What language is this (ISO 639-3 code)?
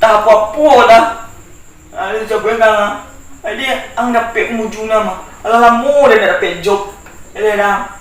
min